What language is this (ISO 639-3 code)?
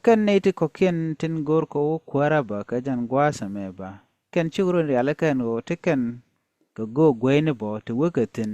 nus